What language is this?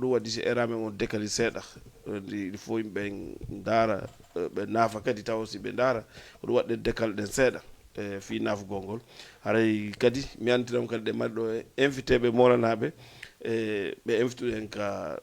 Fula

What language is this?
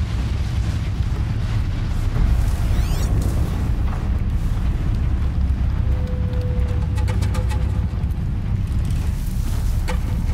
English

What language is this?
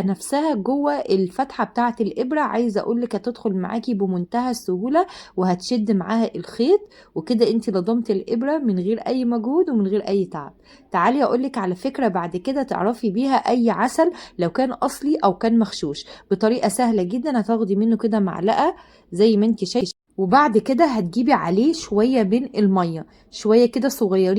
Egyptian Arabic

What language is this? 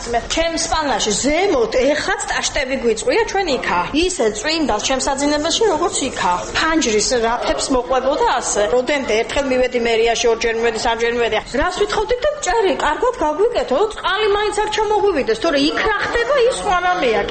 Georgian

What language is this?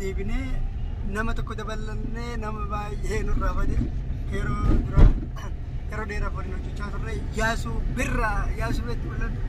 Oromo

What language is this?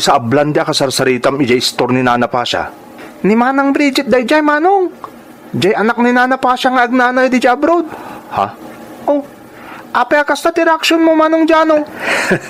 Iloko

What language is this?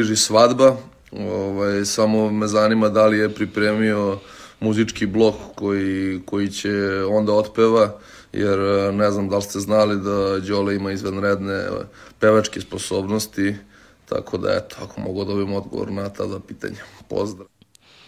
Serbian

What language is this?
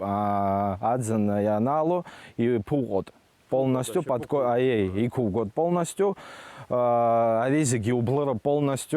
Abkhazian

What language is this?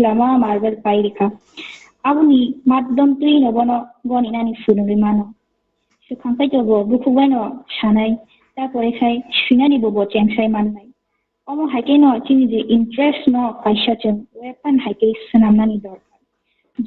Kok Borok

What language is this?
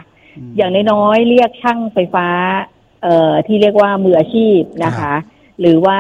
Thai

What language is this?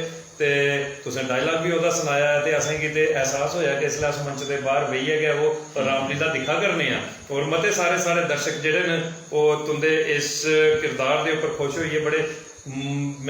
Dogri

